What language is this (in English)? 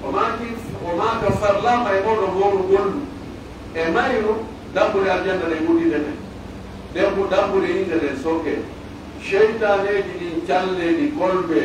Pular